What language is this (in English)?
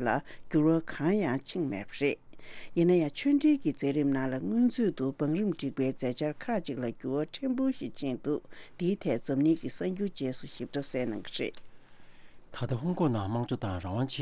Tibetan